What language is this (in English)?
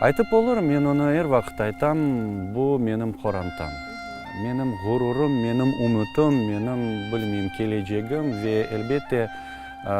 Crimean Tatar